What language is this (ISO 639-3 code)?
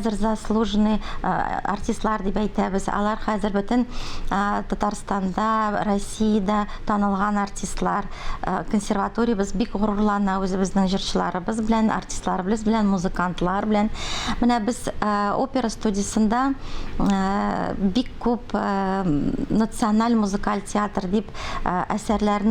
tat